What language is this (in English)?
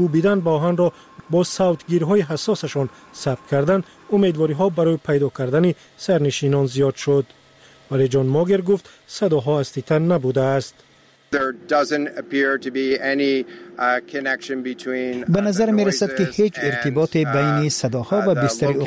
Persian